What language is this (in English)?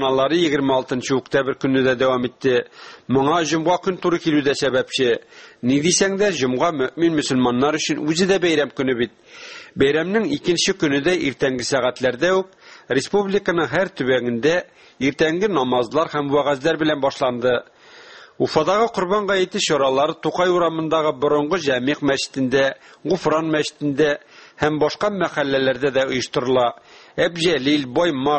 Tatar